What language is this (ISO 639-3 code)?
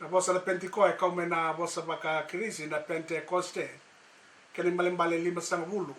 fij